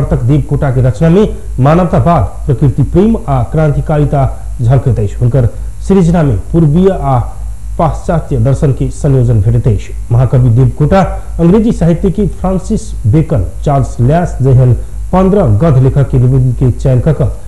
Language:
Maithili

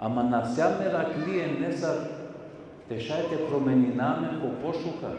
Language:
Balkan Romani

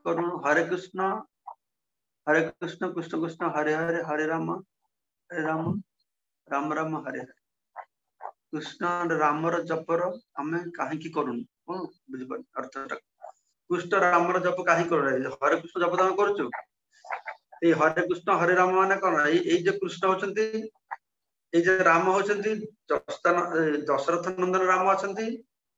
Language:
Odia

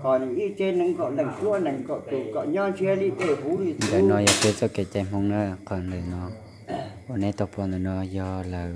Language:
Hmong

